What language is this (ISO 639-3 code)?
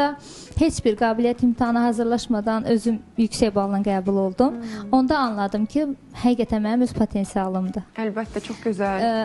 aze